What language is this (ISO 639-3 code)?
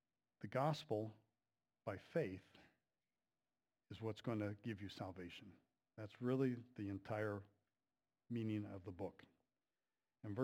eng